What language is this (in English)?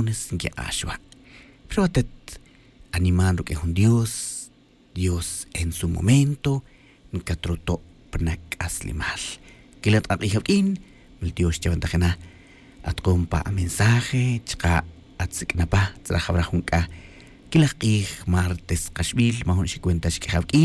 Tz'utujil